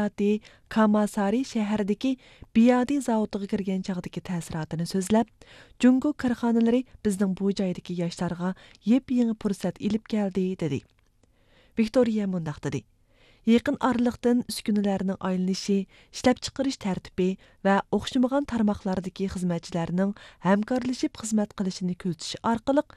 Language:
Uyghur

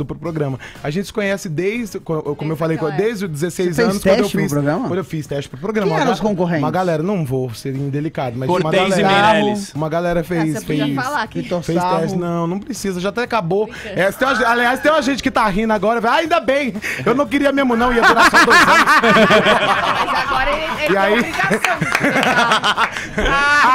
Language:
Portuguese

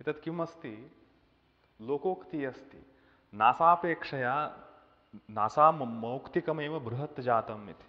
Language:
Sanskrit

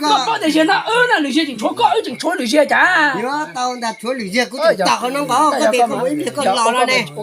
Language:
Hmong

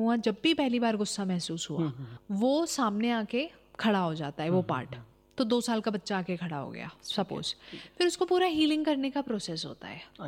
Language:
Hindi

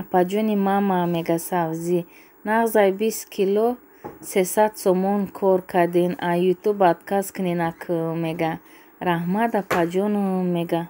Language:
Tajik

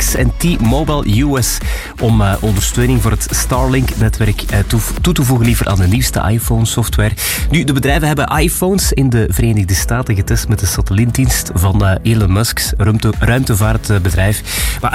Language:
Dutch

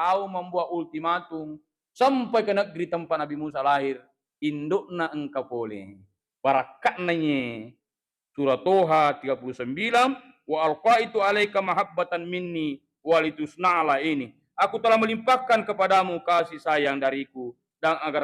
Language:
Buginese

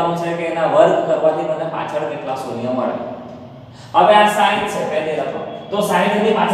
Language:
Gujarati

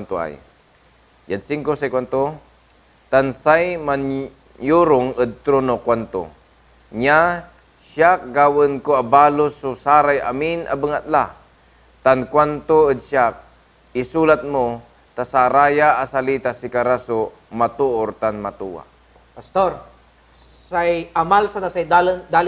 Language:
Pangasinan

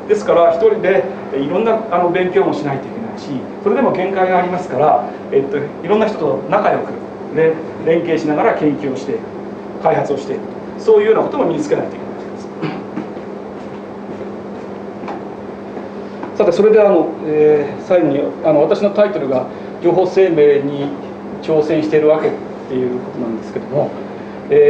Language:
Japanese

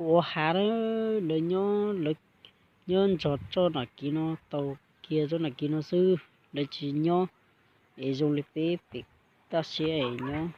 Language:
Hmong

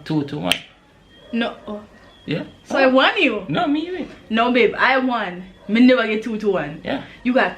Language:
Jamaican Creole English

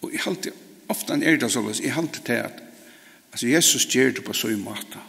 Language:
Faroese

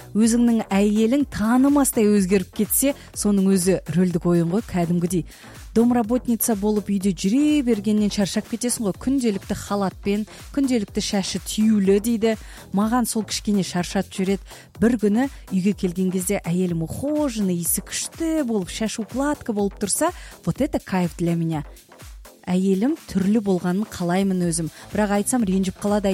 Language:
Kazakh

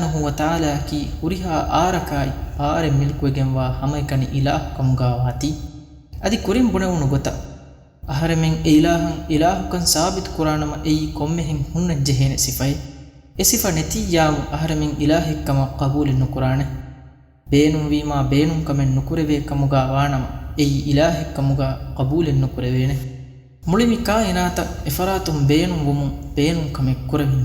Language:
Divehi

